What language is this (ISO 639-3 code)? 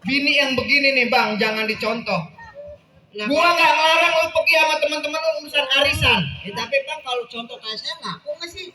bew